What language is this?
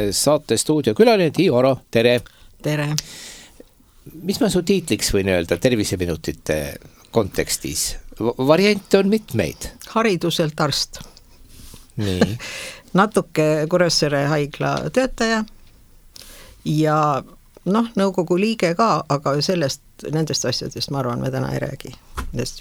Estonian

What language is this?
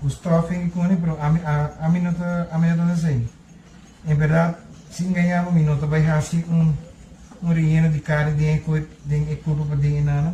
Papiamento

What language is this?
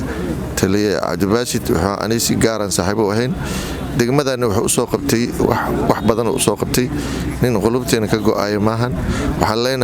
Somali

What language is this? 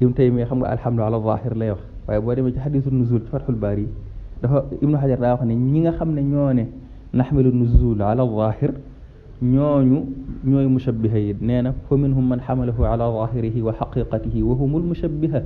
Wolof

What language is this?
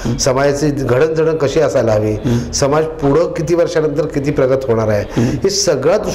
Marathi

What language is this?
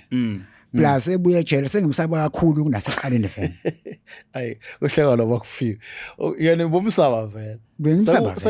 Zulu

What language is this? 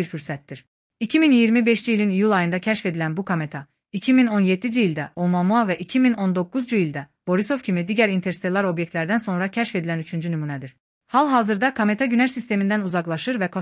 Azerbaijani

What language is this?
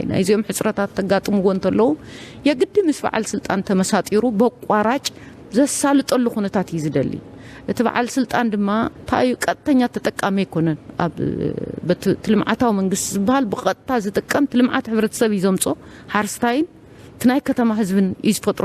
Tigrinya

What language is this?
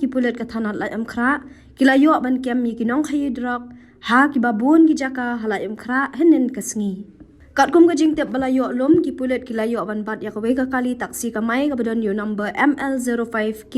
Khasi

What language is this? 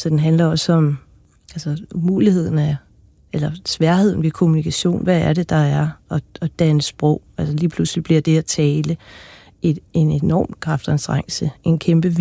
Danish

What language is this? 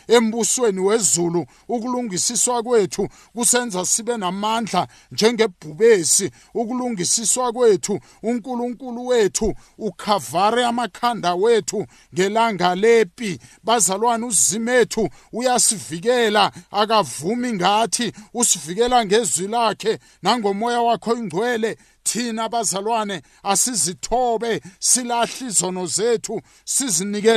South Ndebele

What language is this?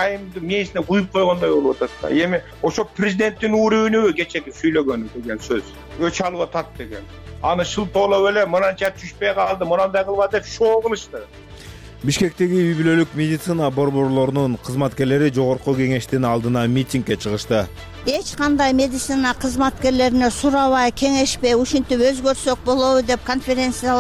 Kyrgyz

